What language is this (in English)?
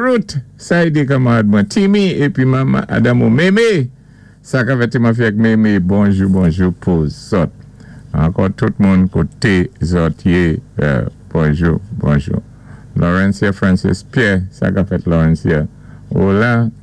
Saint Lucian Creole French